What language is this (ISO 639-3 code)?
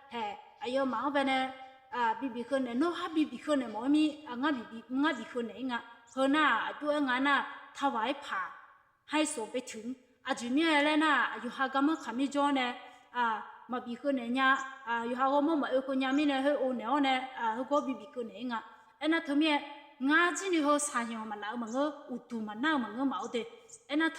ahk